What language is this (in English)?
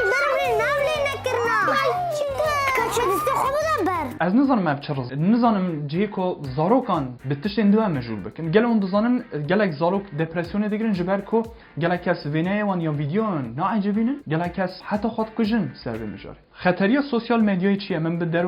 Kurdish